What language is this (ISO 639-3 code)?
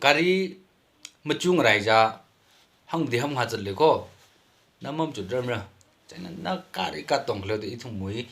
nmf